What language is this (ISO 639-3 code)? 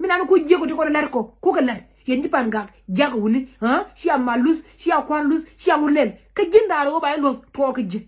nus